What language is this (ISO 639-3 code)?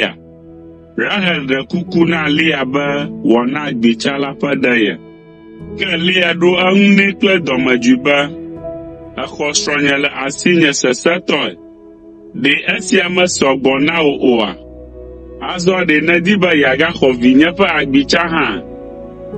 ewe